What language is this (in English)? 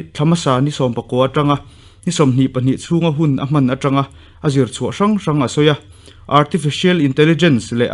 Mizo